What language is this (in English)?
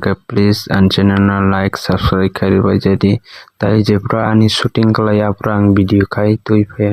Kok Borok